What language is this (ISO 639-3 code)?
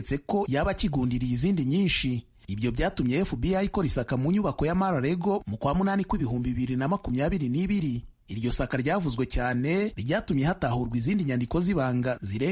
kin